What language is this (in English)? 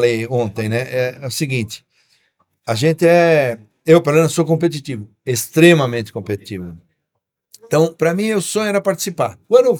Portuguese